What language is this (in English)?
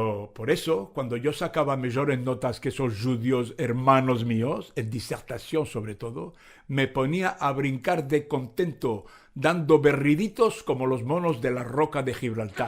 Ladino